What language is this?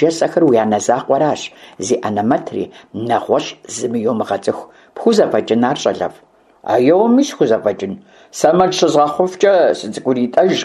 Kabardian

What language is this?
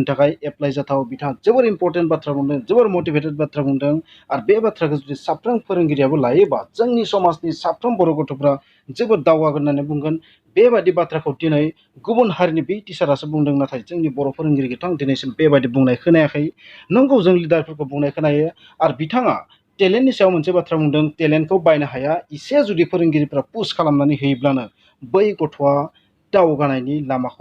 Bodo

